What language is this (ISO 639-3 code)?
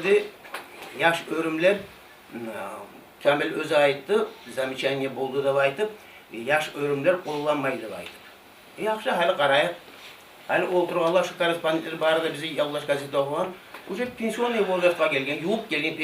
kum